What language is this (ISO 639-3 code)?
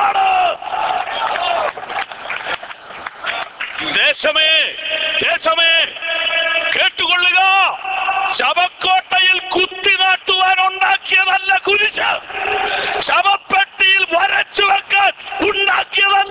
mal